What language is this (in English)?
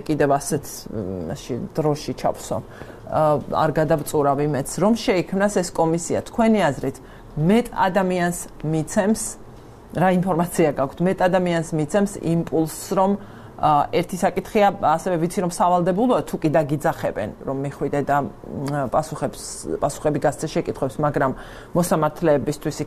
Georgian